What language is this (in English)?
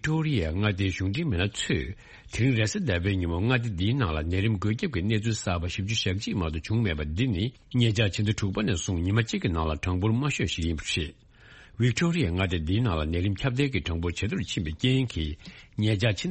Tibetan